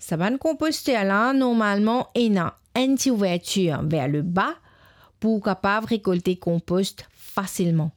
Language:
Morisyen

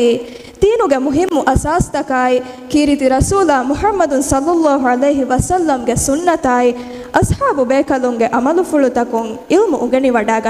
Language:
Divehi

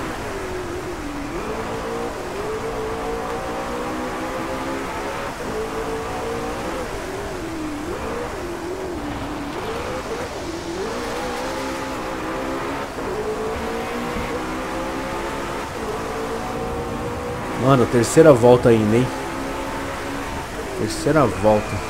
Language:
Portuguese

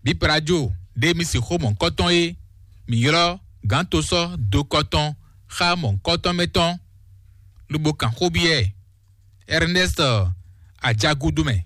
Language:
Fon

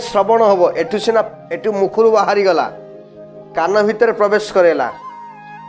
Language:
Odia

